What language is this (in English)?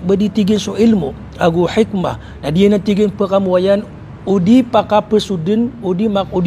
Maranao